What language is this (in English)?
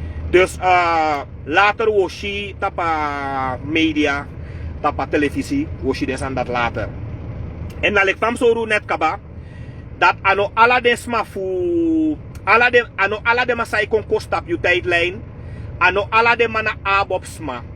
Sranan Tongo